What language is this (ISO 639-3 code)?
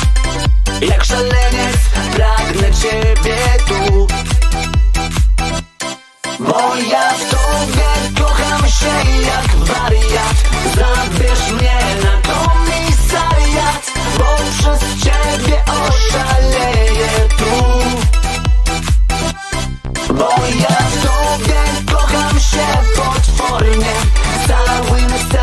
pol